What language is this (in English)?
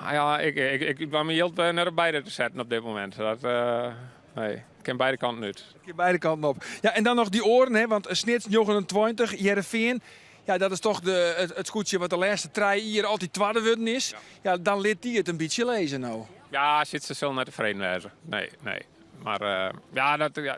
Western Frisian